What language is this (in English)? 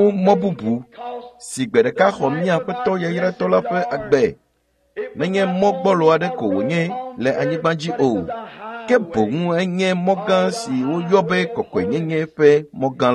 Ewe